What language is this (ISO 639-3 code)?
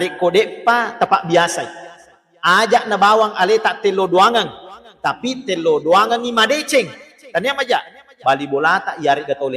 bug